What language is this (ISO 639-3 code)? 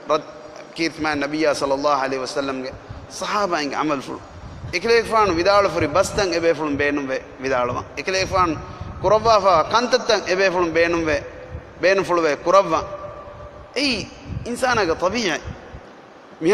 div